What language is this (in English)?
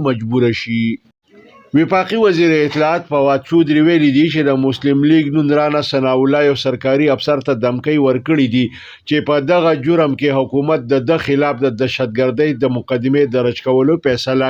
Pashto